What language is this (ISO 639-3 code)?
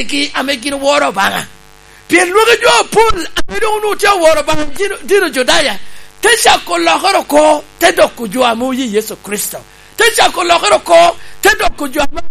laj